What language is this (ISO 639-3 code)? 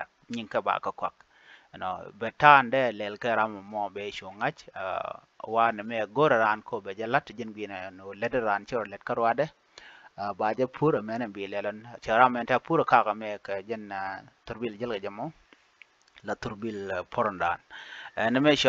nus